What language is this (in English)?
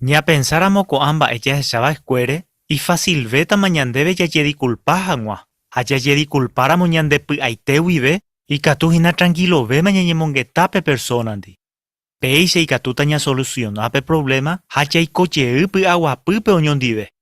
Guarani